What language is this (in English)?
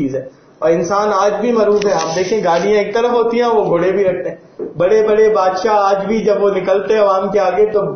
Urdu